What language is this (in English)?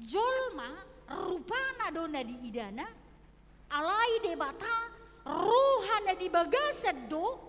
Batak Toba